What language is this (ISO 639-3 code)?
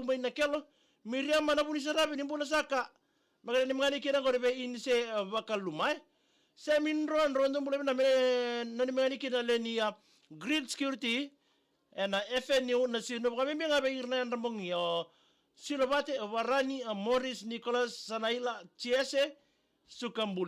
fij